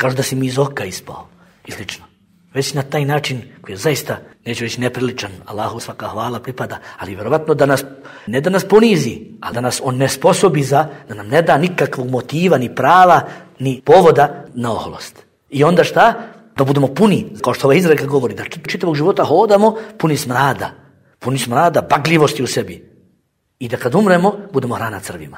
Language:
Bosnian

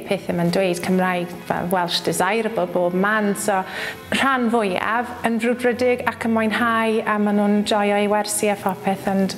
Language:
Welsh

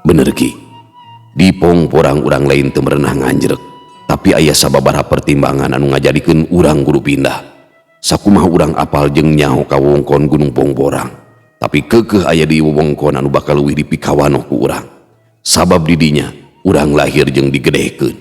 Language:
Sundanese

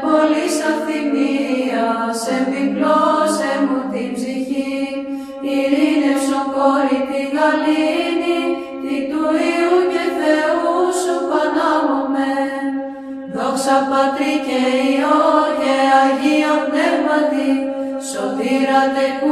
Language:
Greek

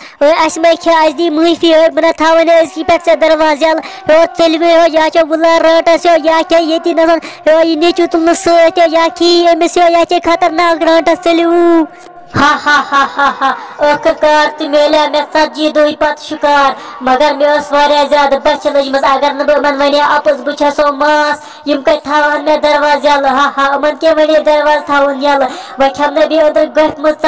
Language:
Kashmiri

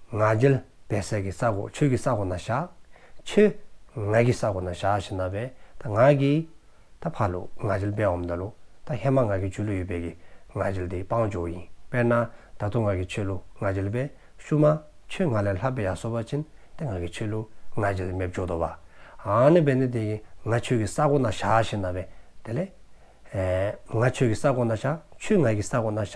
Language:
Dzongkha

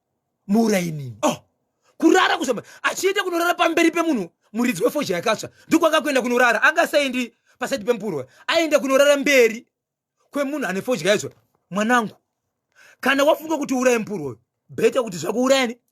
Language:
Shona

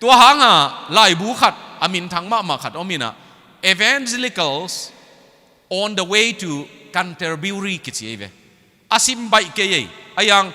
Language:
Tedim Chin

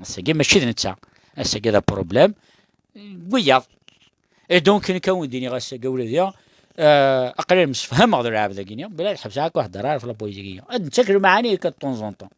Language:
Kabyle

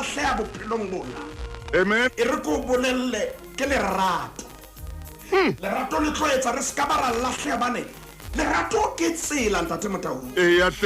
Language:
Southern Sotho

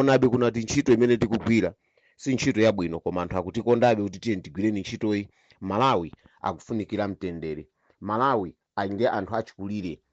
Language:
Nyanja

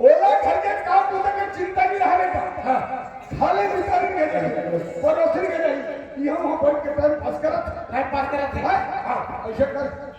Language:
Chhattisgarhi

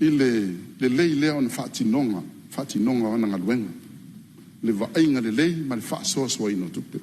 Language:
Samoan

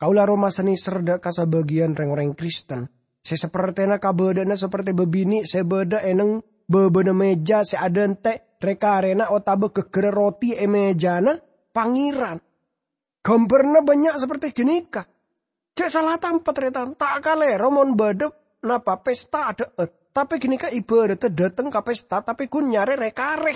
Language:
Madurese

